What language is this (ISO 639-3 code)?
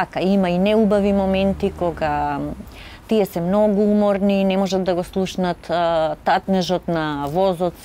mkd